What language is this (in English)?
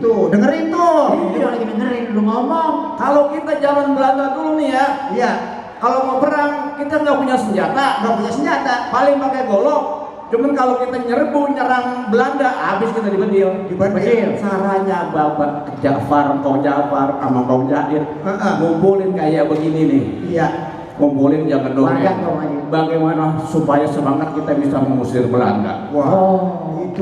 Betawi